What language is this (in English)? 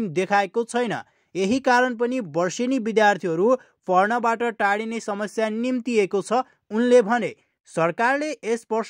Nepali